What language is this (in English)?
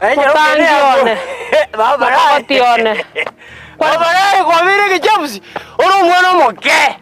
Gusii